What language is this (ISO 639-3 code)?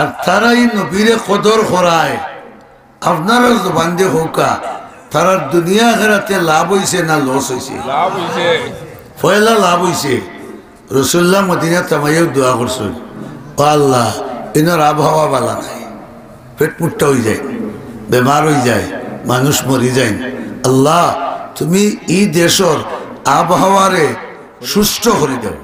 syl